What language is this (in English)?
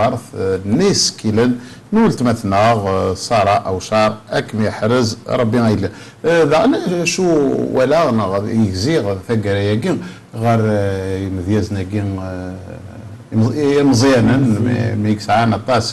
Kabyle